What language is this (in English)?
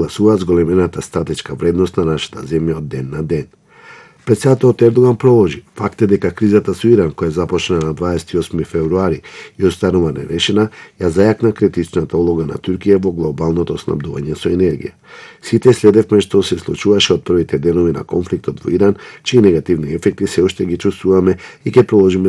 Macedonian